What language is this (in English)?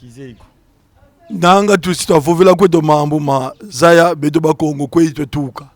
Kongo